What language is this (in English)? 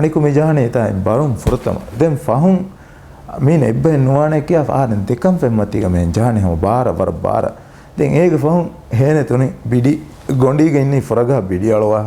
Divehi